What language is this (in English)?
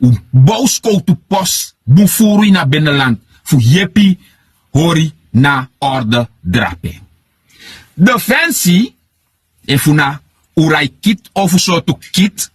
Sranan Tongo